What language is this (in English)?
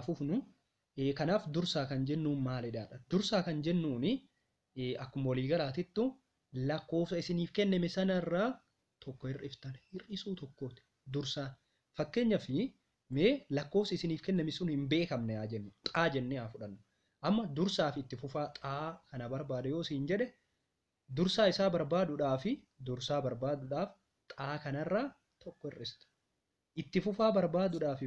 Oromo